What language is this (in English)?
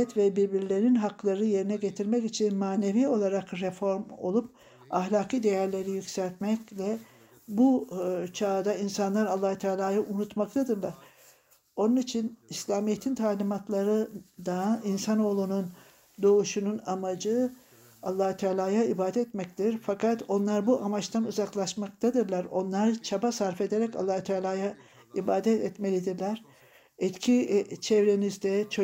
Turkish